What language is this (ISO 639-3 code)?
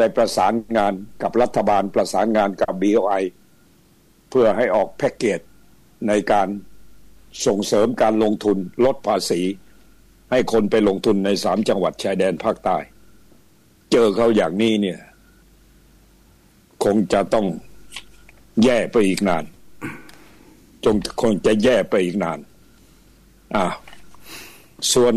tha